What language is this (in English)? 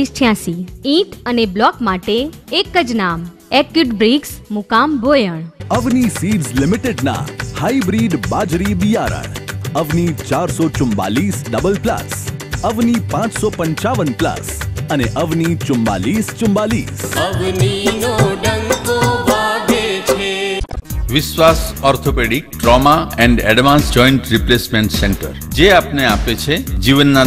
Gujarati